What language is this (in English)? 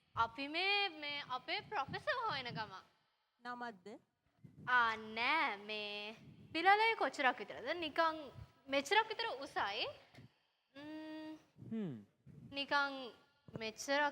Sinhala